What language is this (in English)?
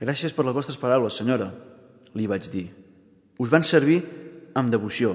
Catalan